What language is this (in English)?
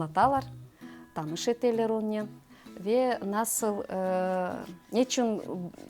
Crimean Tatar